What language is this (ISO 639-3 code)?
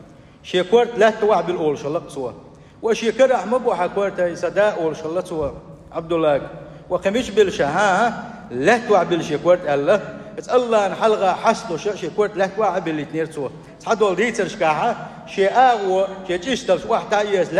che